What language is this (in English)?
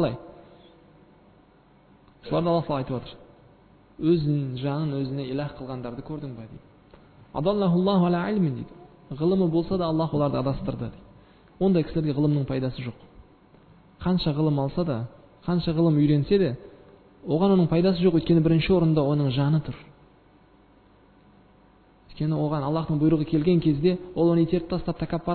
Kazakh